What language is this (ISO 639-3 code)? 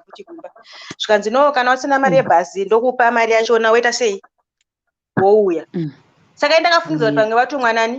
sna